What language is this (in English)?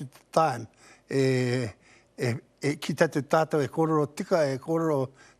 Māori